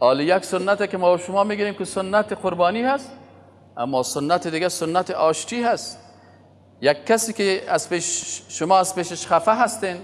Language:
Persian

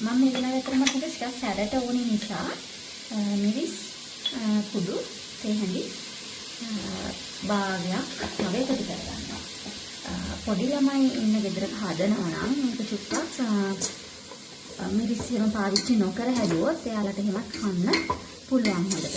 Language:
Sinhala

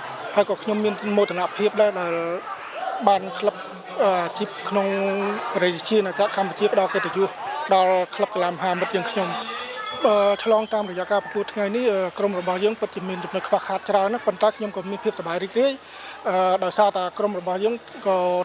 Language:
Khmer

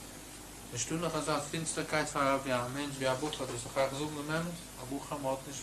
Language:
Yiddish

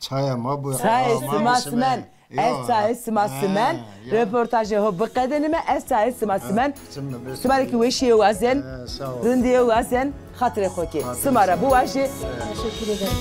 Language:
Zaza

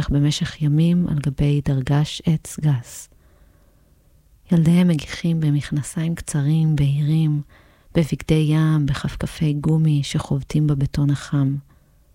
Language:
Hebrew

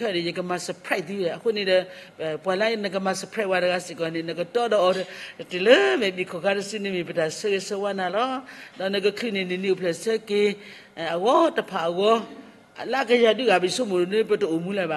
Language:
S'gaw Karen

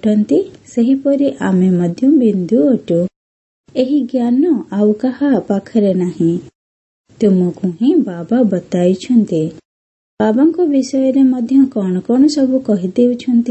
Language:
Odia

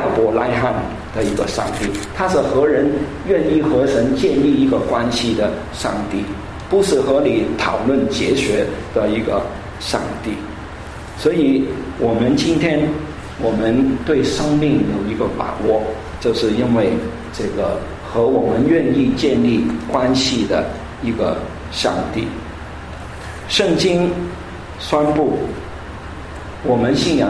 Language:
Chinese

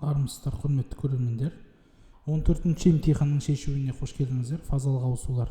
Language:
Kazakh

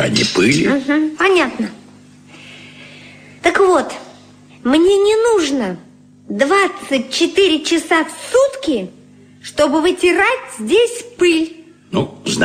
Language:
Russian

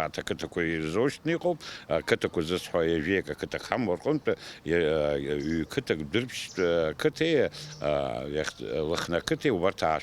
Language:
Abkhazian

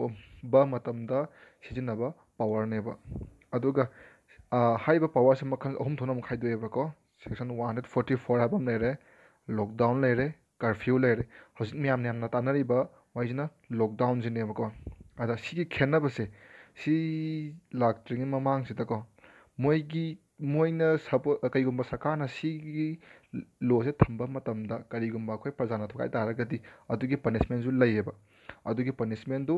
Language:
Manipuri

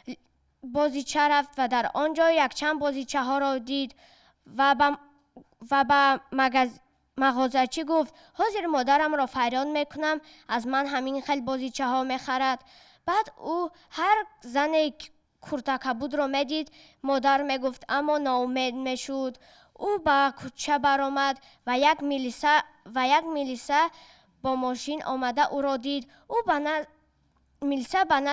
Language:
Tajik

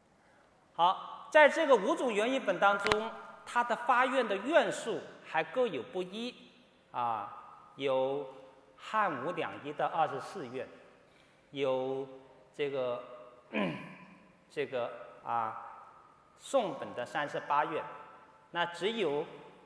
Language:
Chinese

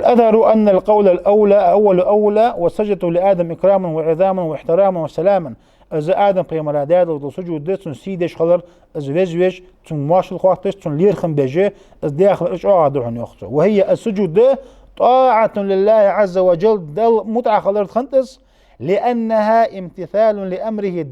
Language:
Ingush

